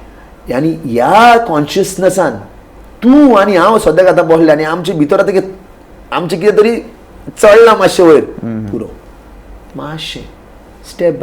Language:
Konkani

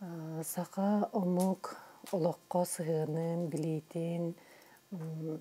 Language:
Yakut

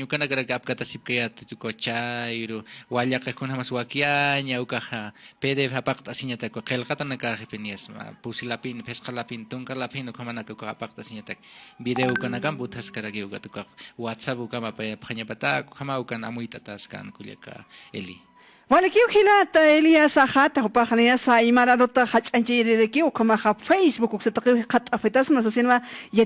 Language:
Aymara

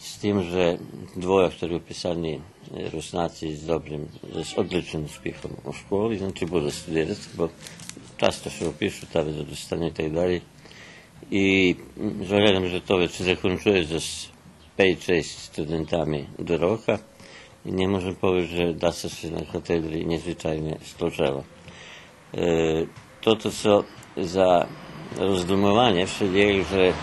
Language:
Rusyn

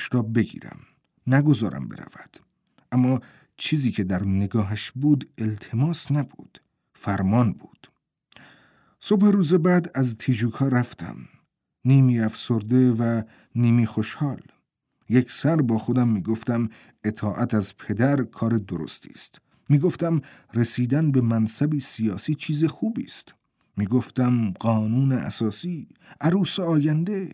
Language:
Persian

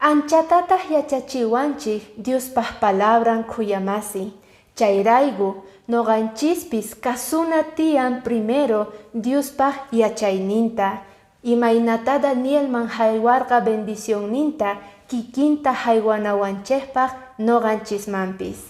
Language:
Quechua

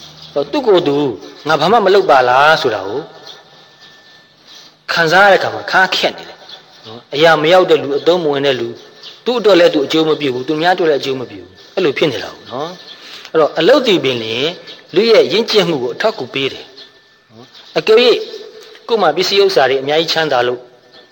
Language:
Burmese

